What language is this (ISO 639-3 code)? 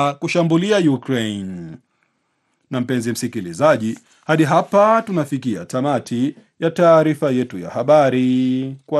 swa